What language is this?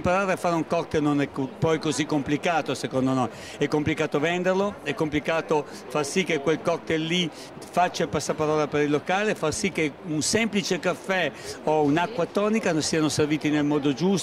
Italian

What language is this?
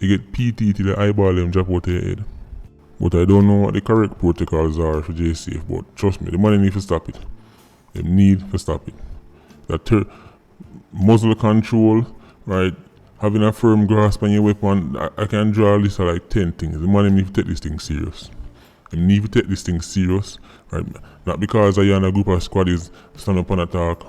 Jamaican Creole English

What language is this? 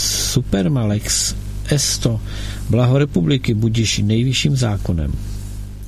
Czech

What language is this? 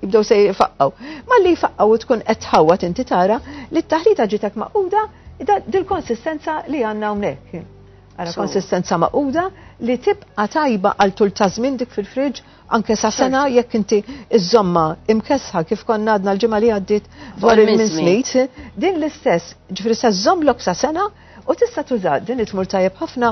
Maltese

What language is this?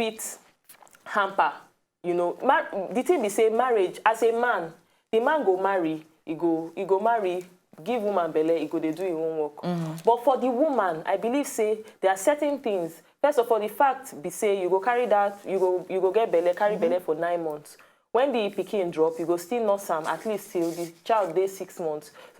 Nigerian Pidgin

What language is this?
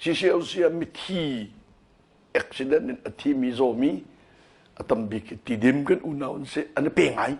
Hakha Chin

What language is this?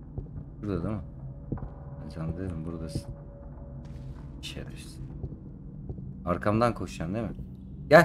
Turkish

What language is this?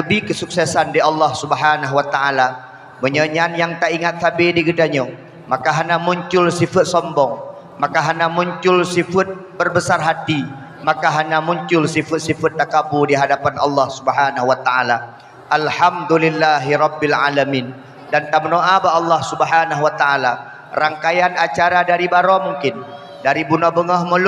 Achinese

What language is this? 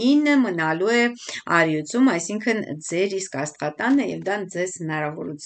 Armenian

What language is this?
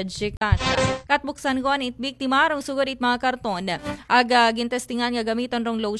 Aklanon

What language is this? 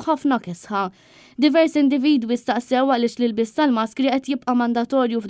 Maltese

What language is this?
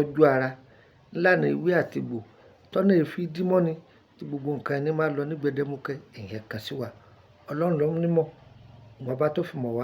Yoruba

